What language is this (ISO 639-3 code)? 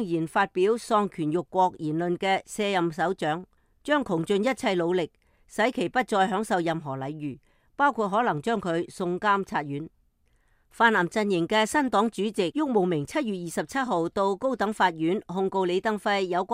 yue